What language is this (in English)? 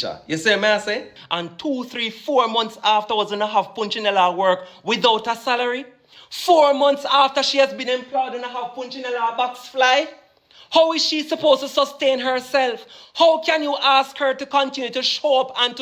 Jamaican Creole English